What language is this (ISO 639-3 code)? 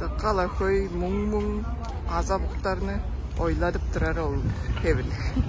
tyv